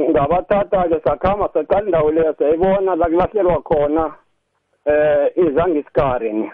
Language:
South Ndebele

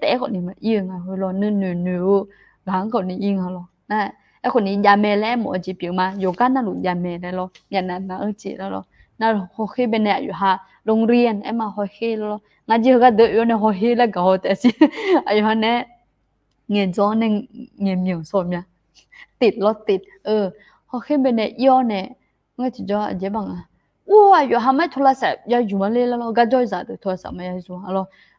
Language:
Akha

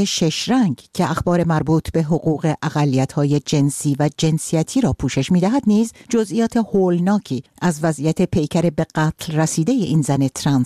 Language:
Persian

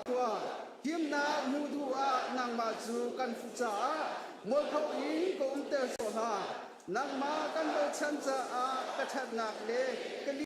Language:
Hakha Chin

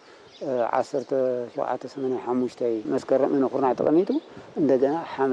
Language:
Tigrinya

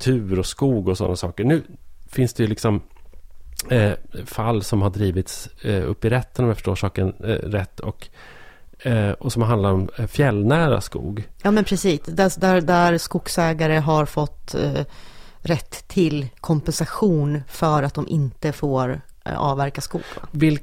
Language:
Swedish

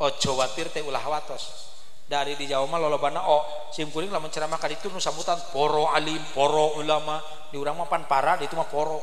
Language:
Sundanese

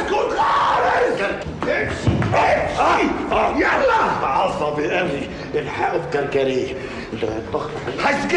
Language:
Egyptian Arabic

